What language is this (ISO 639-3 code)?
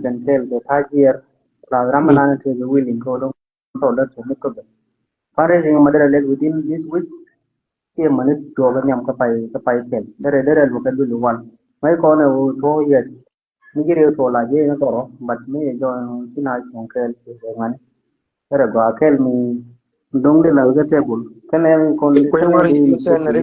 nus